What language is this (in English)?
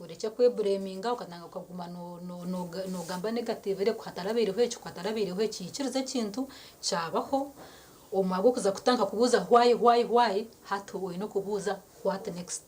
Nyankole